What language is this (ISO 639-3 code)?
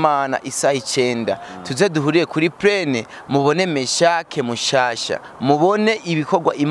run